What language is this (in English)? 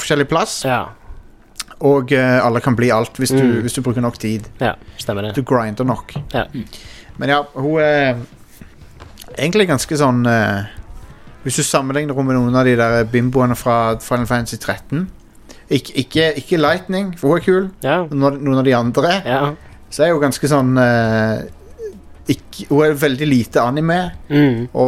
Norwegian